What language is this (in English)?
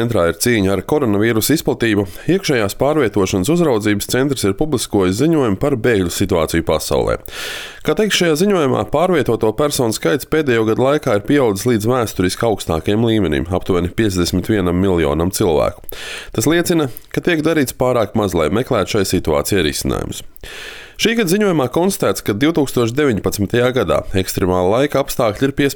Latvian